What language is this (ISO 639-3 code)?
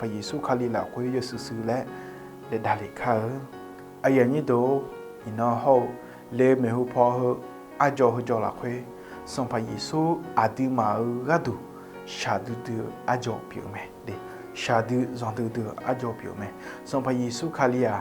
ahk